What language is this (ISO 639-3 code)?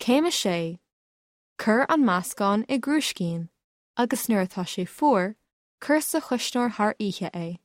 gle